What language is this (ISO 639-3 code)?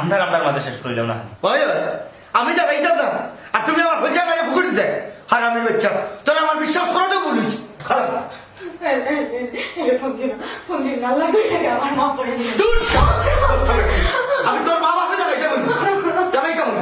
syl